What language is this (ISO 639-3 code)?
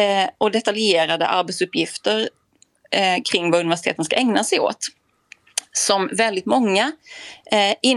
swe